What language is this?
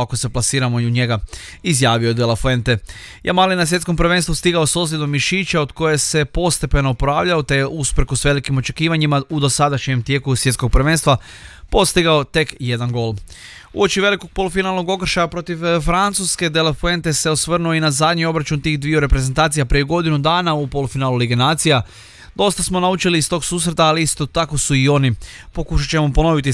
Croatian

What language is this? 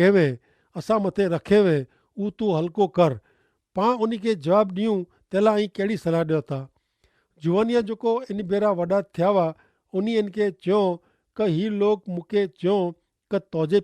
Kachhi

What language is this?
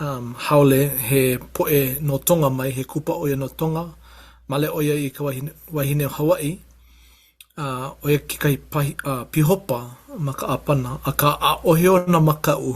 Hawaiian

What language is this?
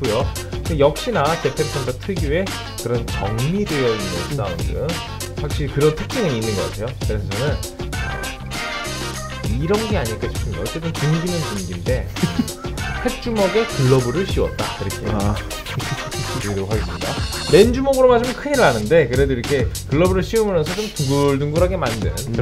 Korean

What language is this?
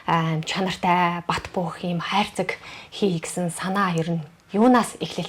Mongolian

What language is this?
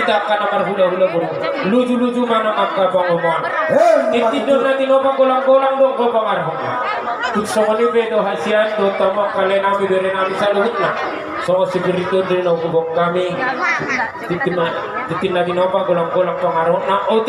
Batak Toba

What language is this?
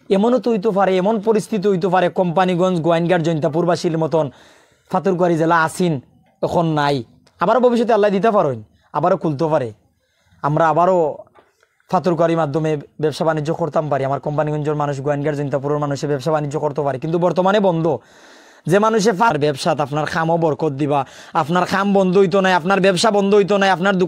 Sylheti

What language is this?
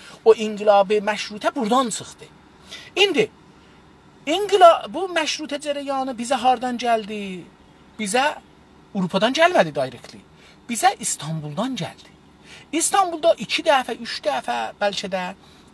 South Azerbaijani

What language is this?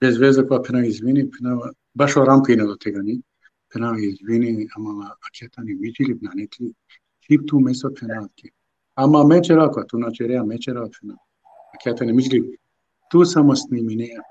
Balkan Romani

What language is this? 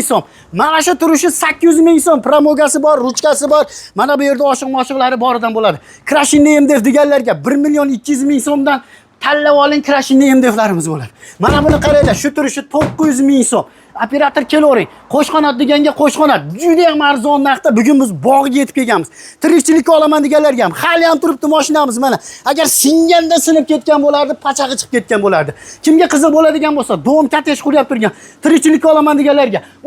Uzbek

